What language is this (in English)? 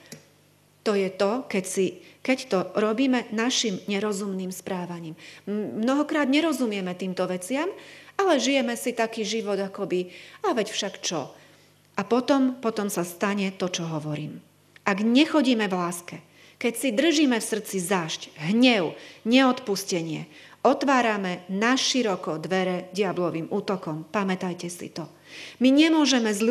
Slovak